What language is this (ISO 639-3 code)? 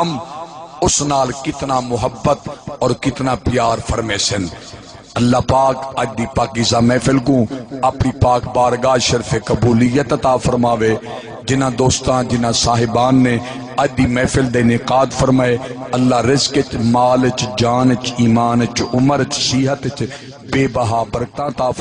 skr